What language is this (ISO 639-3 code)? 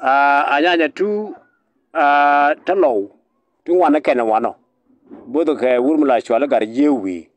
nus